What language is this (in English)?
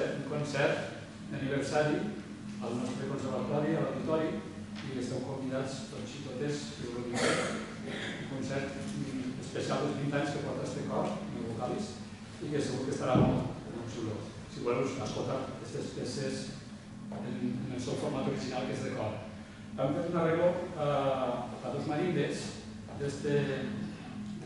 Catalan